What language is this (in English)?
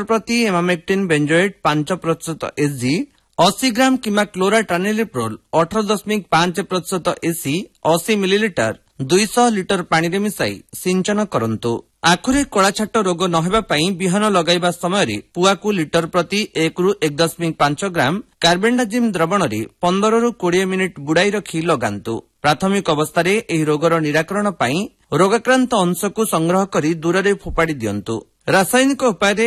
Odia